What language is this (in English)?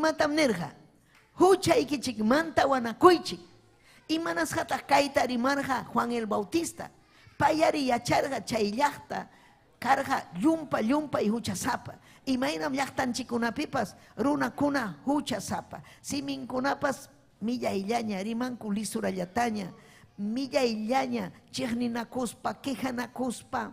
Ayacucho Quechua